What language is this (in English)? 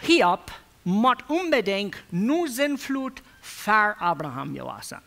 Plautdietsch